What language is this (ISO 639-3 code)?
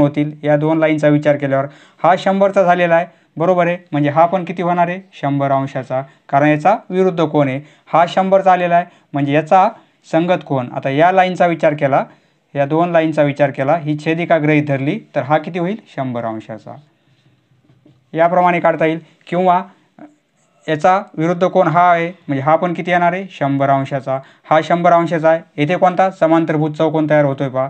mar